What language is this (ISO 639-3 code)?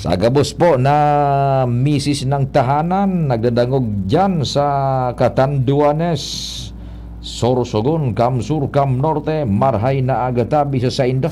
bik